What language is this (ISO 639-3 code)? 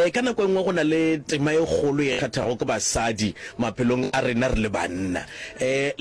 nso